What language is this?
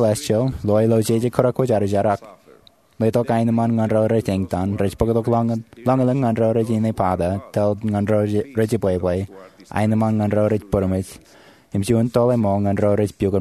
Marshallese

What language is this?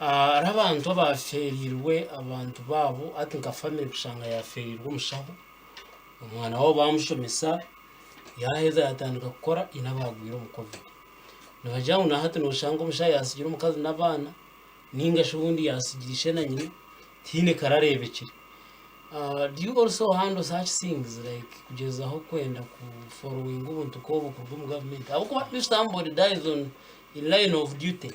Nyankole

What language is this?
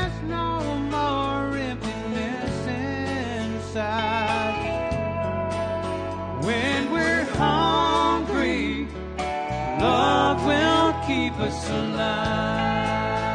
English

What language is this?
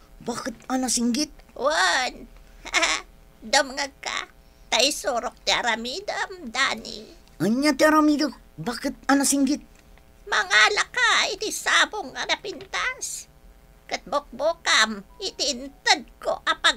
Iloko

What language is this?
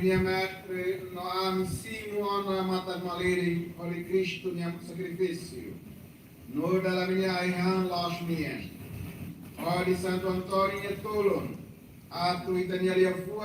Tetum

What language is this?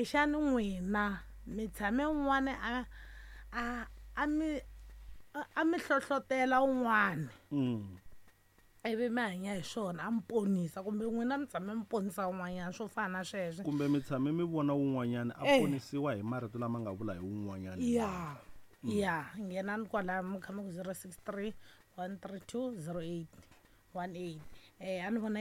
Tsonga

